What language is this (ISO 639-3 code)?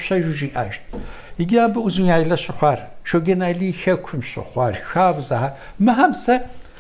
kbd